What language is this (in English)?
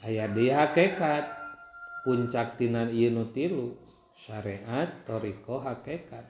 Sundanese